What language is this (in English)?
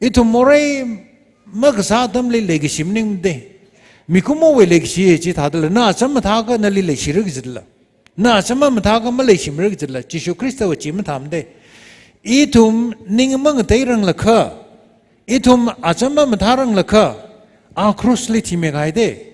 Tangkhul Naga (India)